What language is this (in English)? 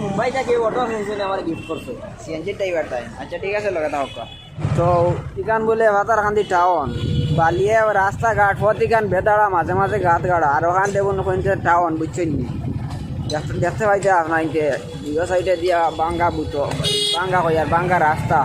Sylheti